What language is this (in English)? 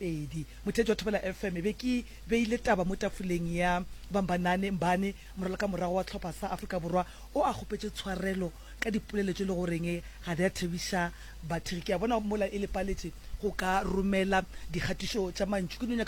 Northern Sotho